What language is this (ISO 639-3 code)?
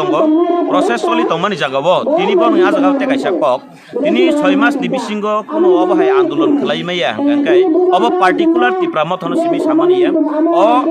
trp